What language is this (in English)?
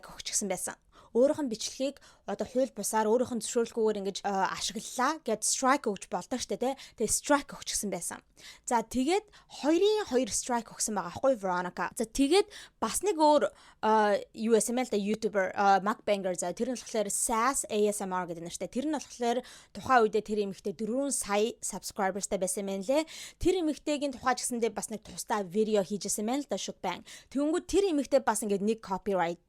Mongolian